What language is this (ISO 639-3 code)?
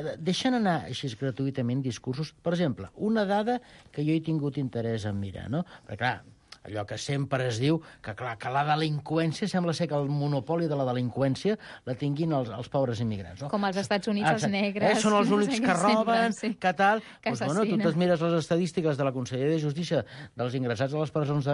cat